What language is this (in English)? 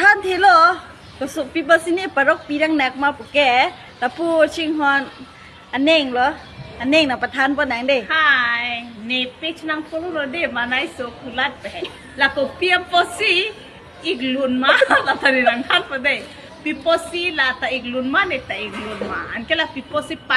Karbi